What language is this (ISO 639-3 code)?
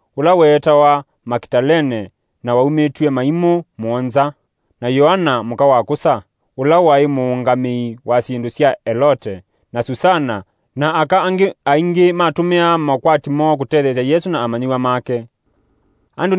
kam